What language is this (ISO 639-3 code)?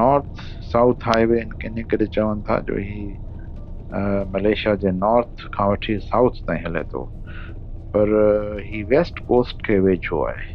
snd